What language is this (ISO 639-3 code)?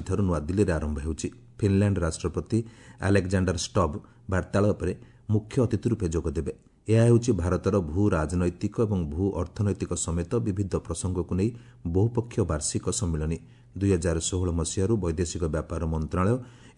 ori